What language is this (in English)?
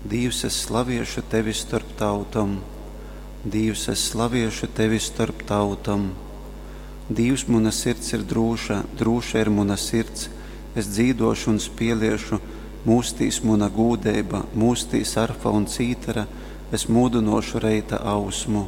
Latgalian